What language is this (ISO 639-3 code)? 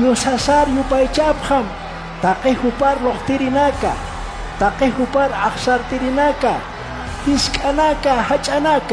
aym